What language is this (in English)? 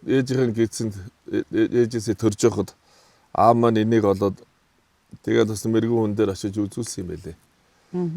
Mongolian